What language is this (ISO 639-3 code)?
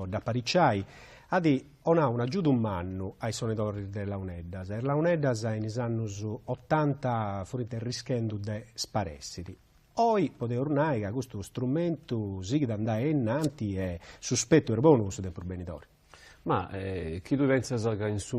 srd